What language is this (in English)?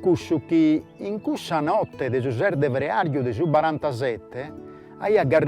Sardinian